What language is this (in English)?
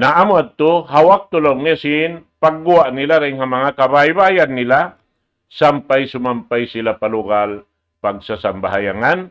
Tausug